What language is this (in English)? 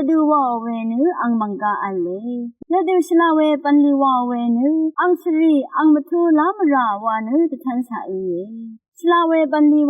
Rawang